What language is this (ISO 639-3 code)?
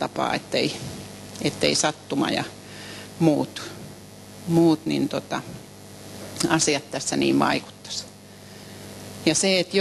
fin